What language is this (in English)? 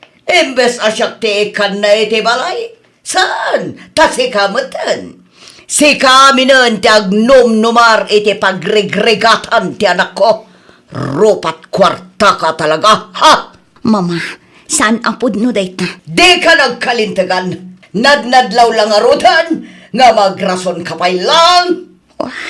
Iloko